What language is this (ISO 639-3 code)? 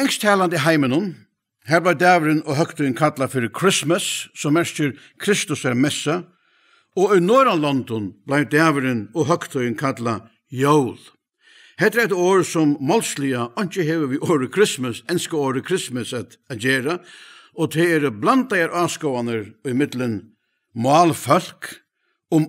fao